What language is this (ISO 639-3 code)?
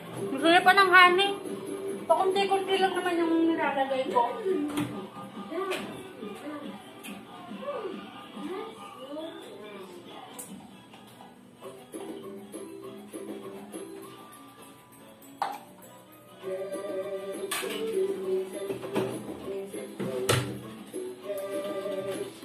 fil